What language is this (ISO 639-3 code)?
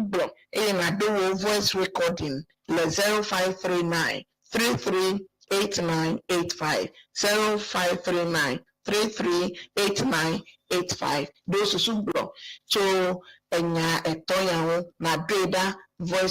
ewe